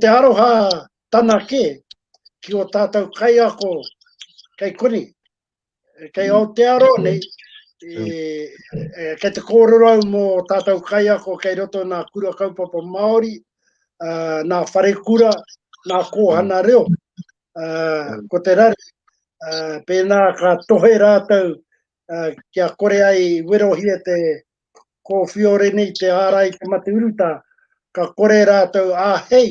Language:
Māori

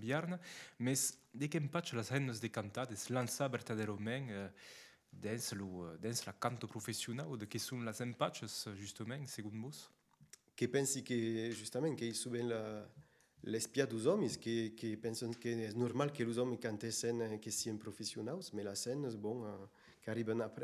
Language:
Occitan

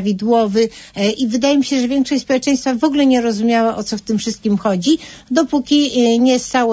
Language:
Polish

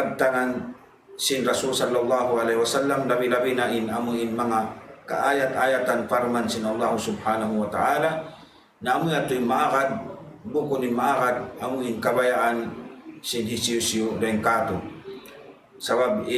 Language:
Tausug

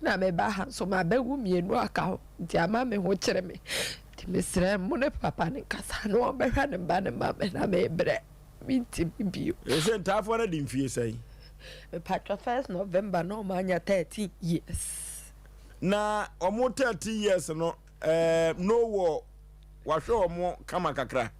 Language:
Akan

